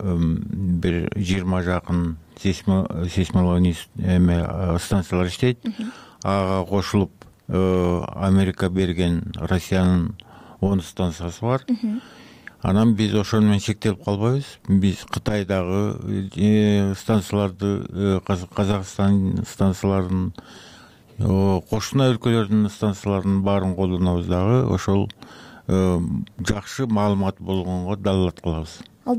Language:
Kyrgyz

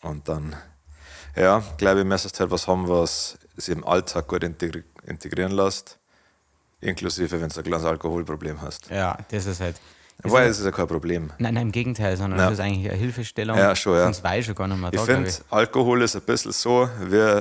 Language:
Bavarian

